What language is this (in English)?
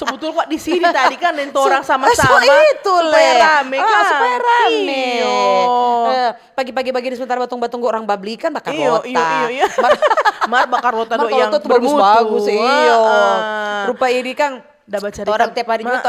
Manado Malay